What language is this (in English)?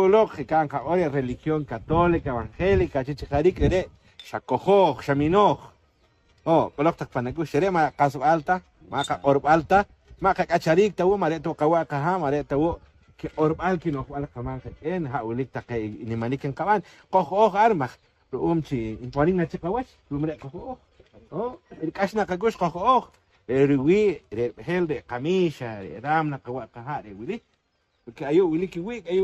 Poqomchi'